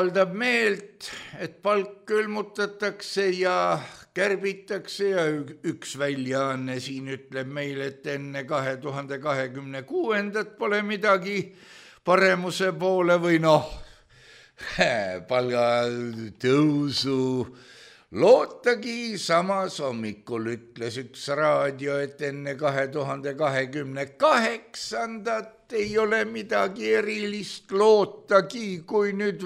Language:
Estonian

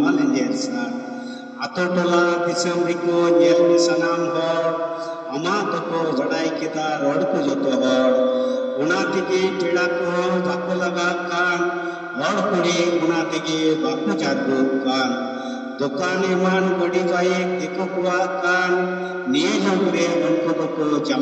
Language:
Santali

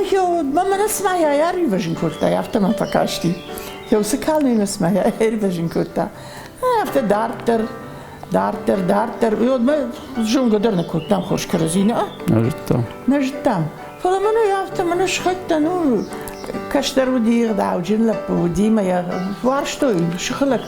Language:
Ossetic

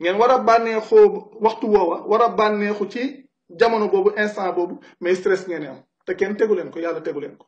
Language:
Wolof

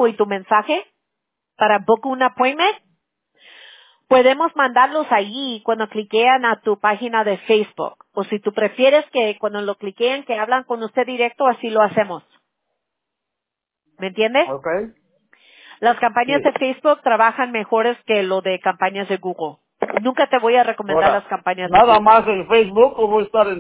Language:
Spanish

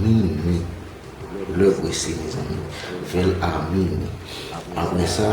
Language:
Haitian Creole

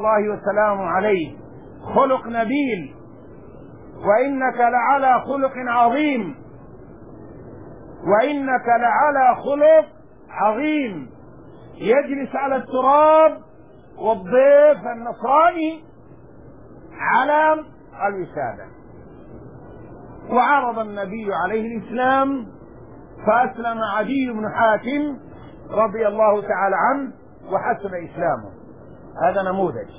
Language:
Arabic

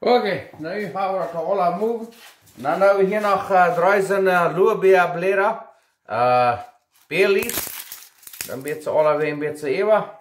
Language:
Plautdietsch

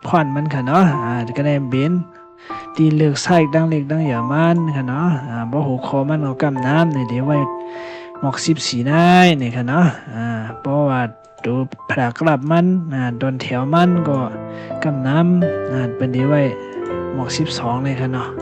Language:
Shan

